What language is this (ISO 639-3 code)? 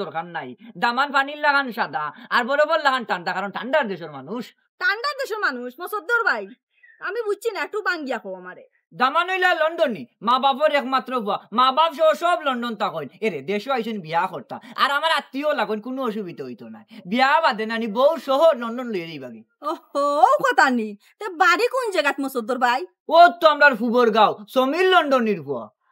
syl